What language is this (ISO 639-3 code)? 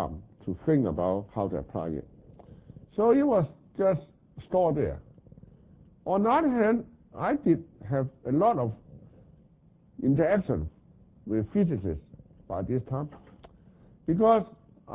eng